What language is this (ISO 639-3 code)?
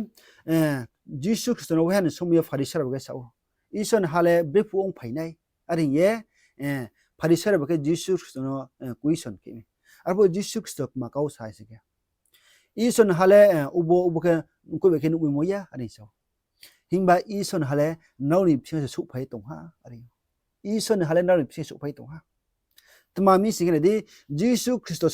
ria